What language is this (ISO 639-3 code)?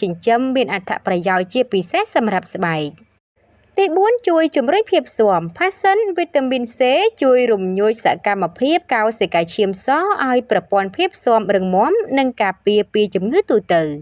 khm